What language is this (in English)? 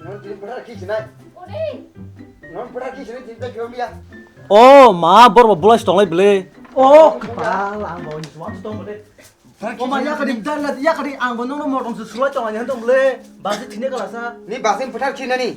Kok Borok